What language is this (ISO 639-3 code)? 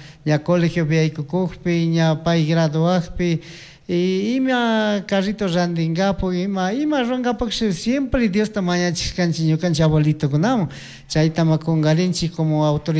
qug